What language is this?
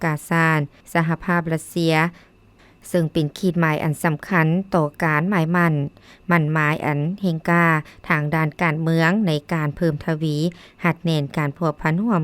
Lao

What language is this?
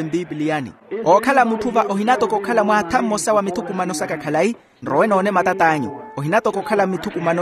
Makhuwa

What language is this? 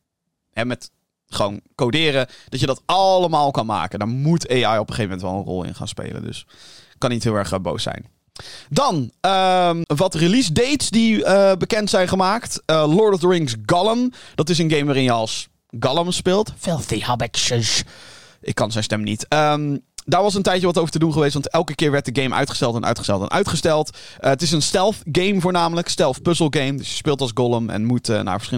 Dutch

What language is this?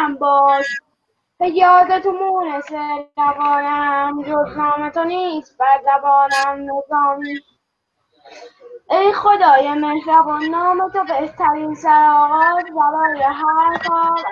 Persian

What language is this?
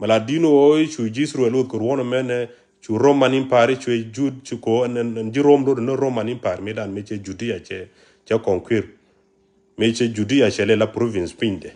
Nuer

